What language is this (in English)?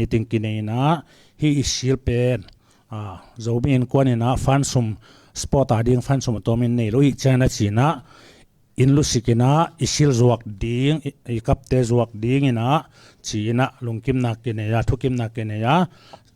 Tedim Chin